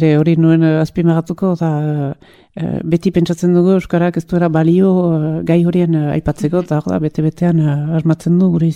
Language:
Basque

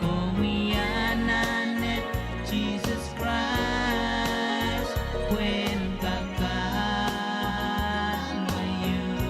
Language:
Pohnpeian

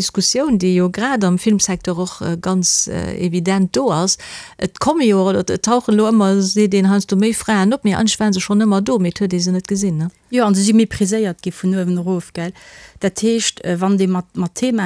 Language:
Luxembourgish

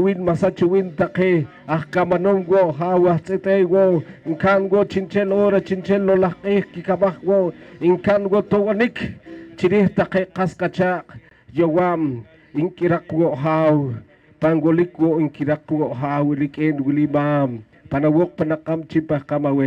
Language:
Poqomchi'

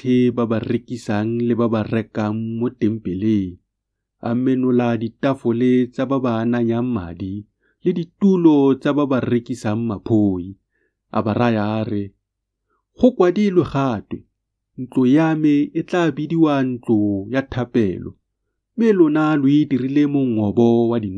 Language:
Tswana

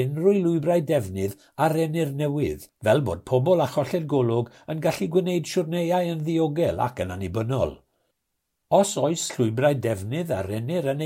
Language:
Welsh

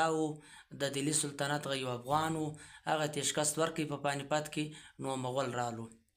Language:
Pashto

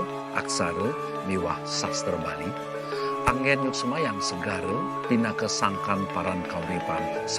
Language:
Balinese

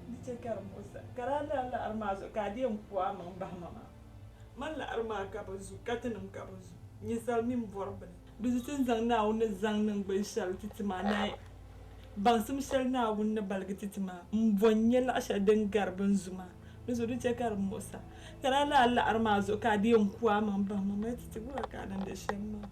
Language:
Dagbani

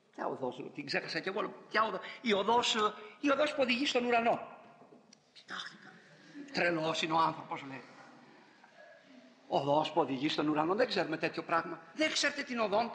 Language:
Greek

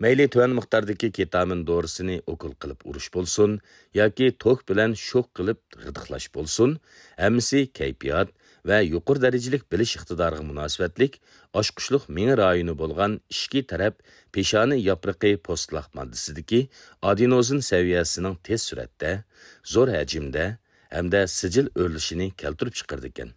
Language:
Uyghur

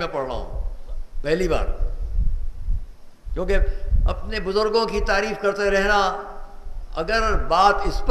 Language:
Urdu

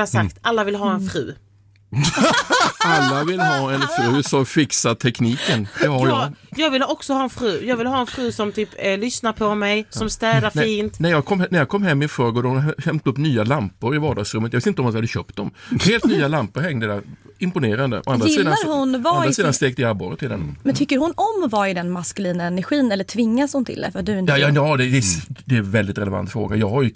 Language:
Swedish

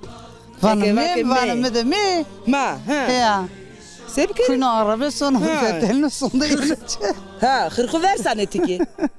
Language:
Zaza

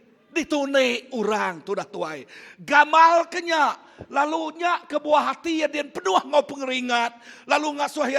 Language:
Iban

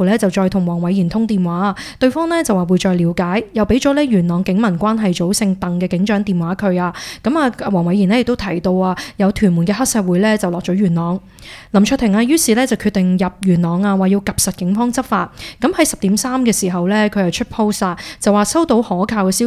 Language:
Cantonese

